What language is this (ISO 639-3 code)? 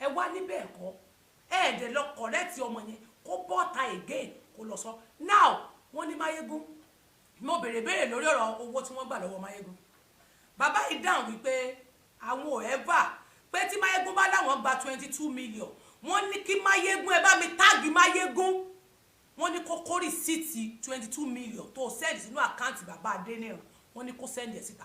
yor